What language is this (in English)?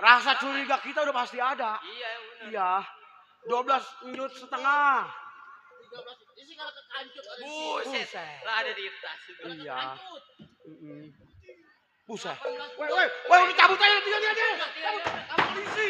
Betawi